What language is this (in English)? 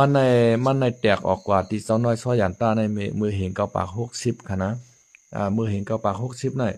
Shan